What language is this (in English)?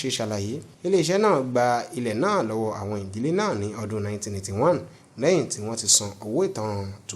Yoruba